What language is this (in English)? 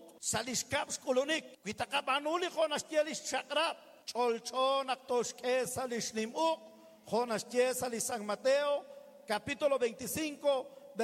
Kekchí